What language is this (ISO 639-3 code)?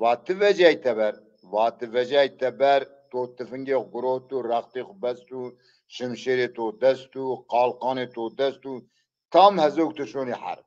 zza